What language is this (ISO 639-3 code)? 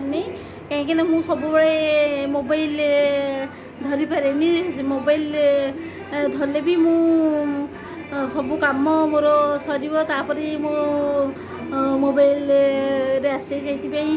ori